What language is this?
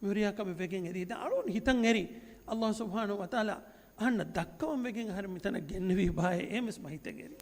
Divehi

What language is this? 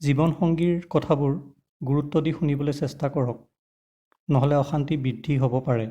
Assamese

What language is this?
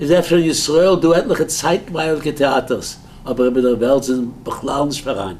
Yiddish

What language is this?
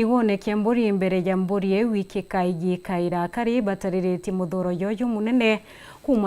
Meru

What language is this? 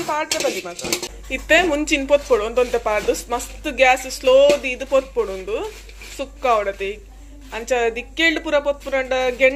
Tulu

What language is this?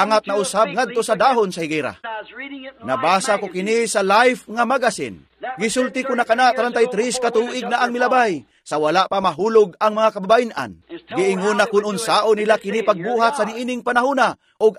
Cebuano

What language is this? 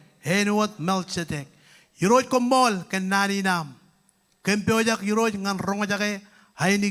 Marshallese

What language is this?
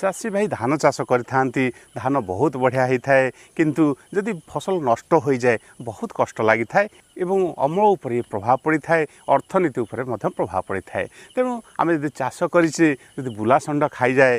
Odia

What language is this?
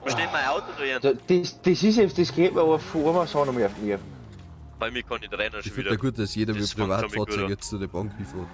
Bavarian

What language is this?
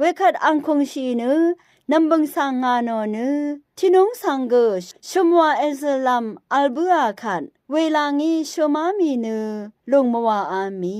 Rawang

